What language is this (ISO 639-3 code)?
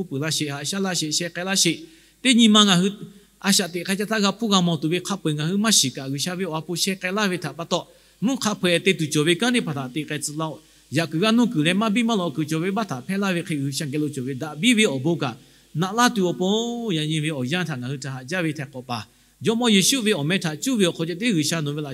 lhu